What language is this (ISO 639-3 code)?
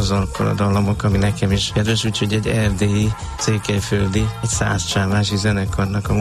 hun